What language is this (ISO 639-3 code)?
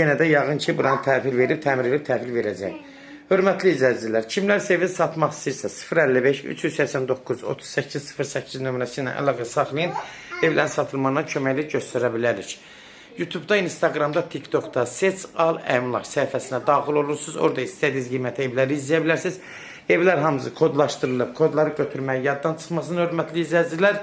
aze